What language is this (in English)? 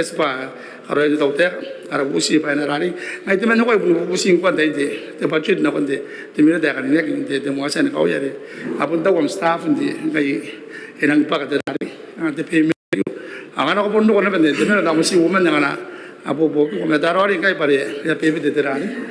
Gilbertese